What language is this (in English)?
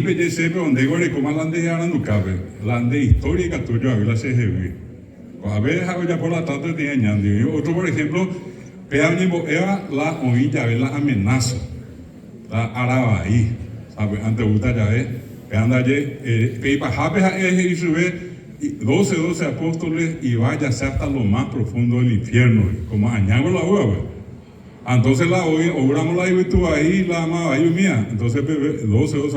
Guarani